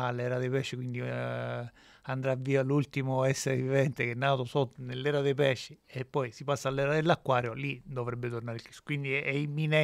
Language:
Italian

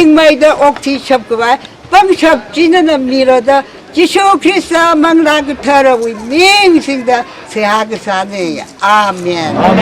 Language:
Tangkhul Naga (India)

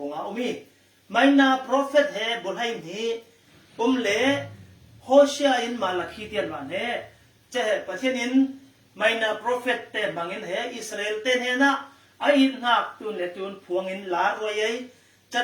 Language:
Falam Chin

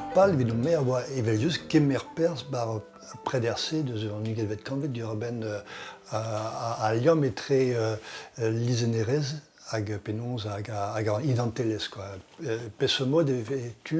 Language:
Breton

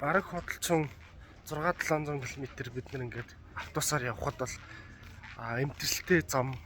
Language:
Mongolian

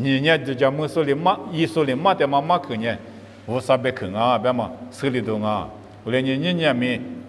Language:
Lisu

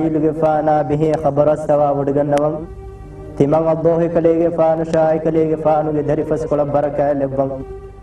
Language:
Divehi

